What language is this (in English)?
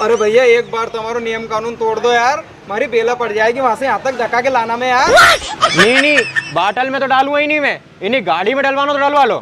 Rajasthani